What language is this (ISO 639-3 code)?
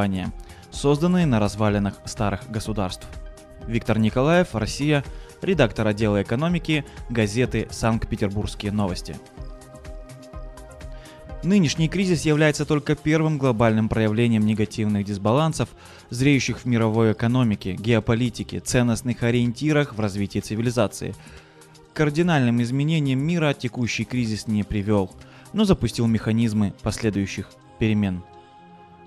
rus